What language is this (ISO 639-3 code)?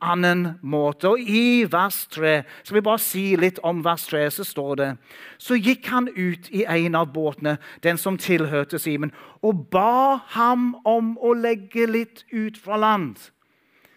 nor